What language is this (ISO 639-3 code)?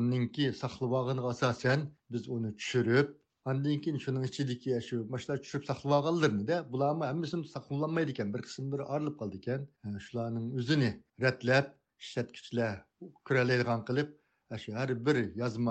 uig